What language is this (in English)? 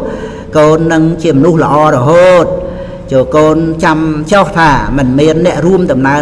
Khmer